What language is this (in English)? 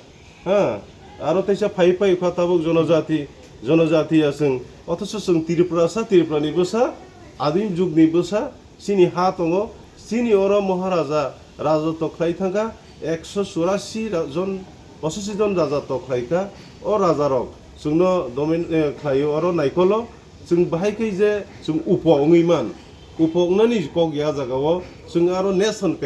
Kok Borok